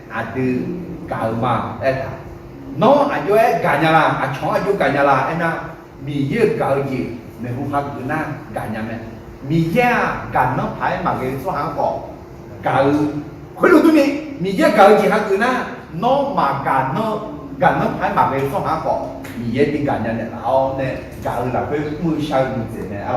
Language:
Akha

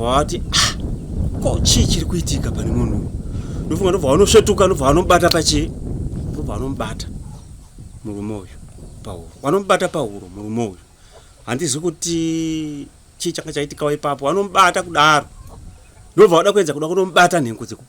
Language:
Shona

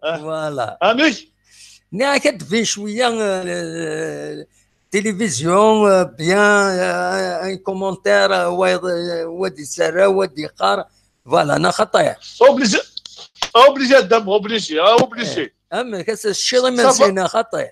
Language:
Kabyle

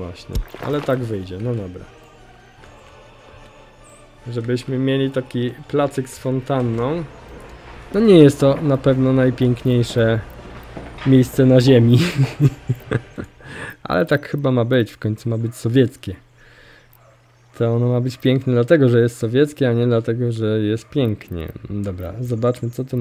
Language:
Polish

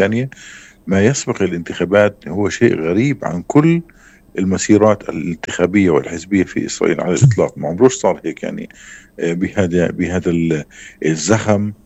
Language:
North Levantine Arabic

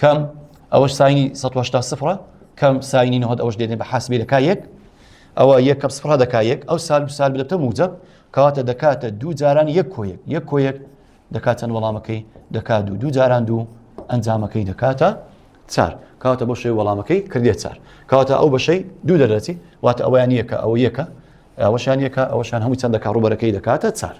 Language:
Central Kurdish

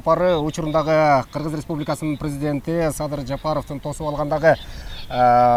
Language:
Kyrgyz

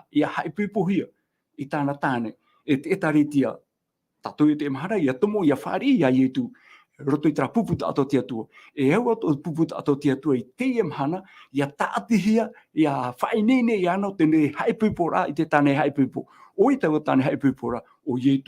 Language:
Tahitian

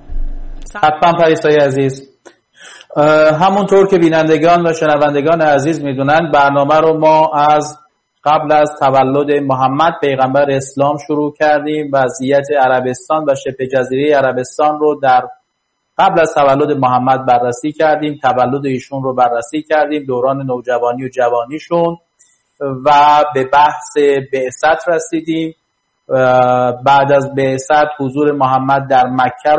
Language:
Persian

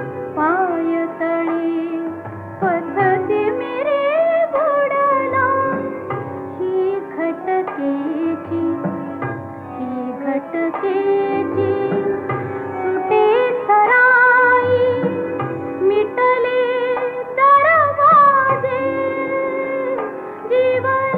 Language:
Marathi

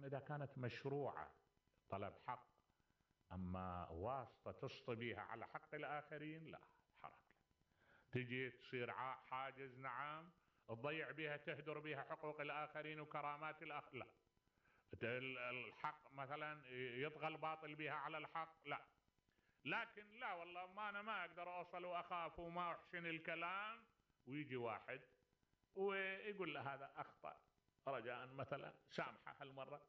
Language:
Mesopotamian Arabic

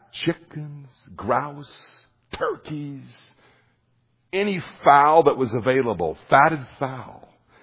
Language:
English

